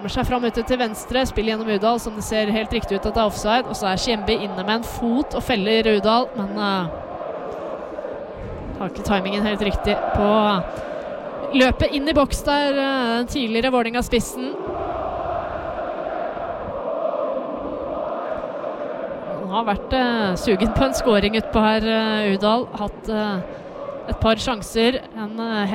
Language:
Norwegian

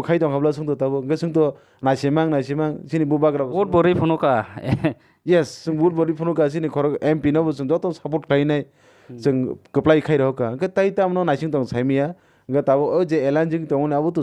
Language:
Kok Borok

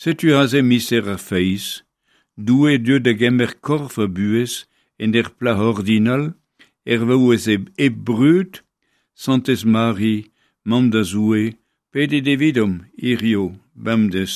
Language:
Breton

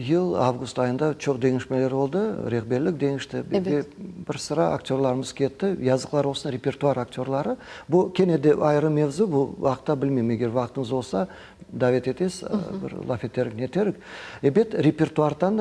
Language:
Crimean Tatar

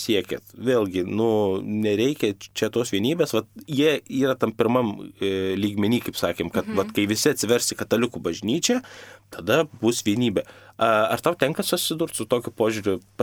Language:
Lithuanian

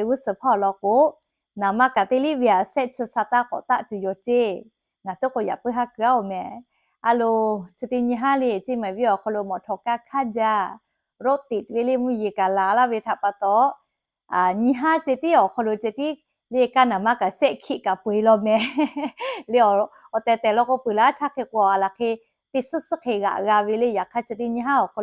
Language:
Lahu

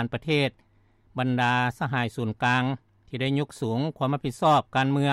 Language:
Lao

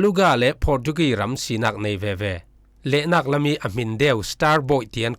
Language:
Falam Chin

